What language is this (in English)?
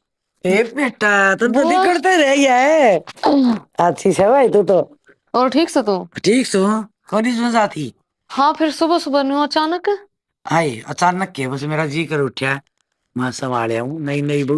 Haryanvi